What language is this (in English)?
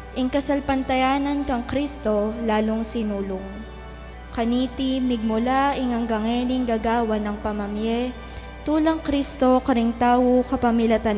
Pampanga